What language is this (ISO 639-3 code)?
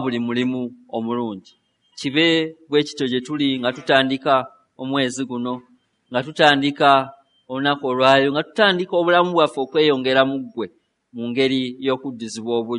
lug